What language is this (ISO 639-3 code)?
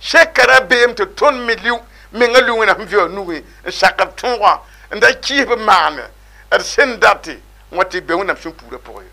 mos